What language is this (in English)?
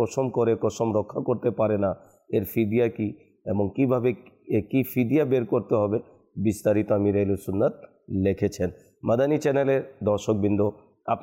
Bangla